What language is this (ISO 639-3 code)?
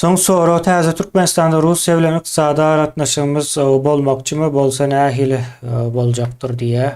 tuk